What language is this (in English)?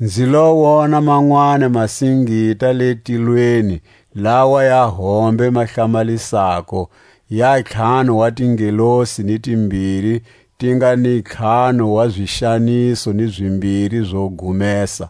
Tswa